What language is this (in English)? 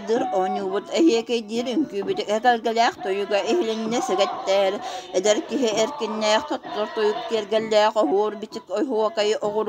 Yakut